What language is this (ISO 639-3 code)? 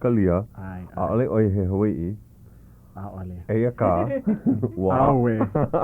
haw